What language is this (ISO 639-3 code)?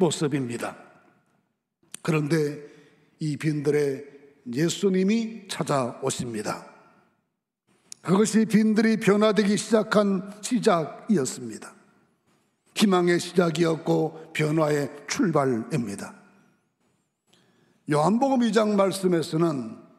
kor